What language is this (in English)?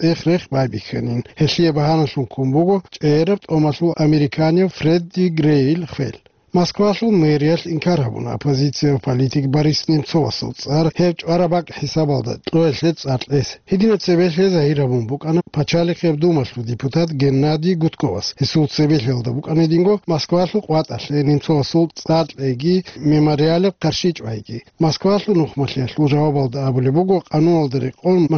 Avaric